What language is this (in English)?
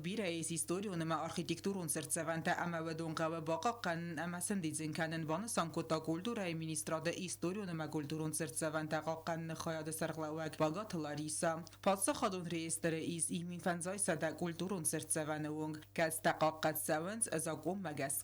Ossetic